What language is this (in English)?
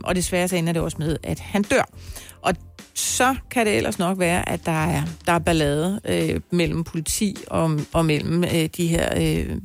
Danish